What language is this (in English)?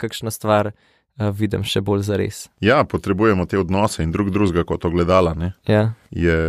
Slovenian